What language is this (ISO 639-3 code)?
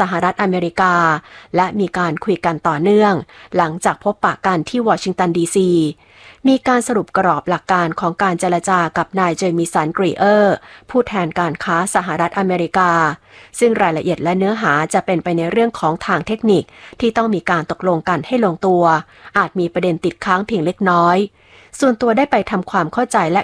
tha